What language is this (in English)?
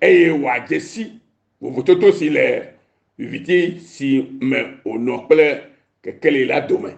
Ewe